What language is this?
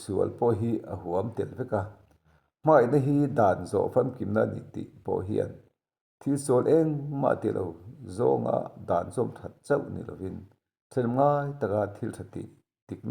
Mizo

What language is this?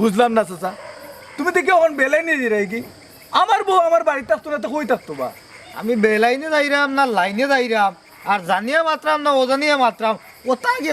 Sylheti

